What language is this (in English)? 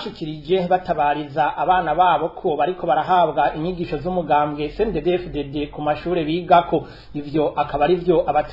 Rundi